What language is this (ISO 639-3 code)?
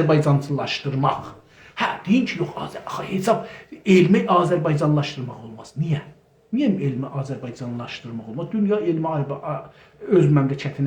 azb